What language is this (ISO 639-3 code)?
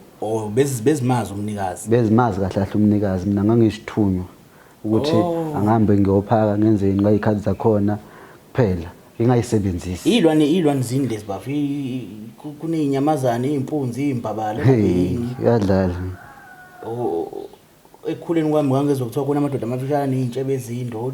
zul